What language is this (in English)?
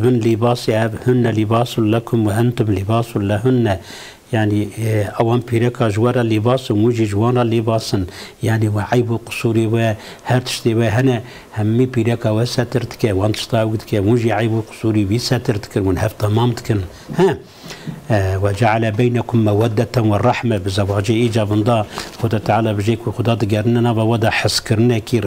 Kurdish